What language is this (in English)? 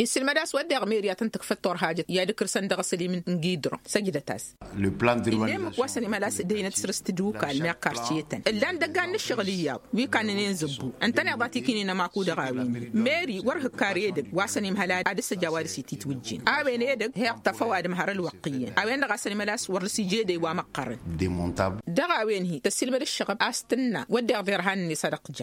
Tamasheq